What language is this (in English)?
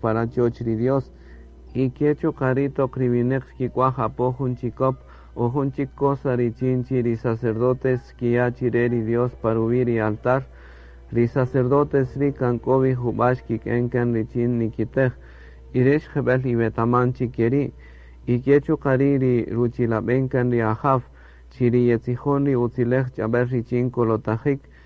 Kaqchikel